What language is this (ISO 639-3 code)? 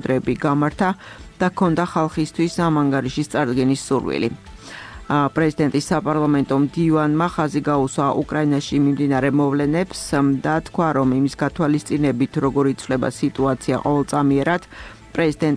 kat